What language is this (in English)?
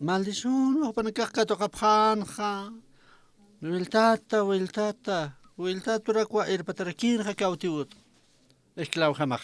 Aymara